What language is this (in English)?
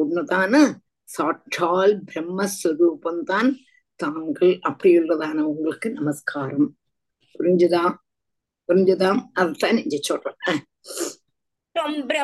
Tamil